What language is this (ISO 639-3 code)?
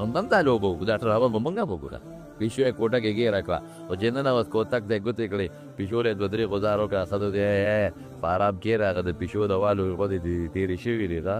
pus